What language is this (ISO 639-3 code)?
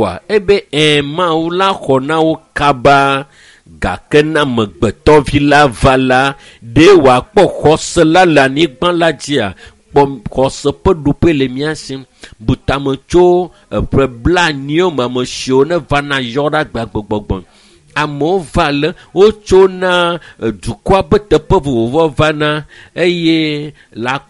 ewe